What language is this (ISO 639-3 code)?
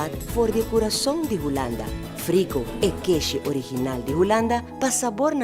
pap